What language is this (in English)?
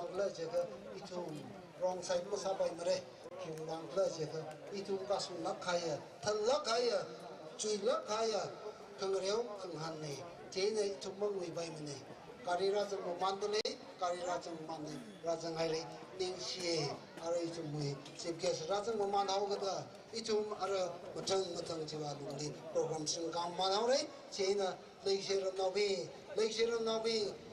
Tangkhul Naga (India)